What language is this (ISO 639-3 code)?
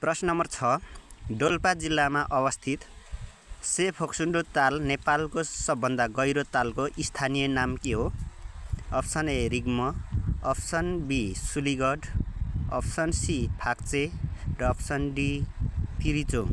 nep